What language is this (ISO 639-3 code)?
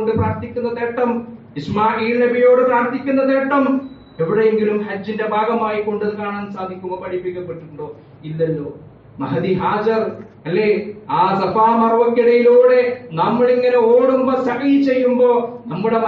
mal